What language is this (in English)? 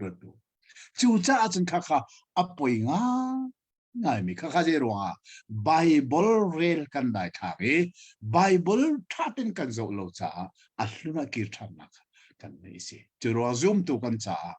Hakha Chin